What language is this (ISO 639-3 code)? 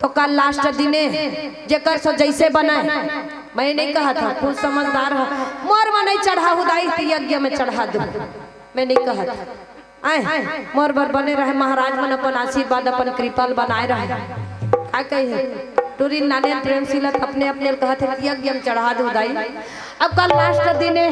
hne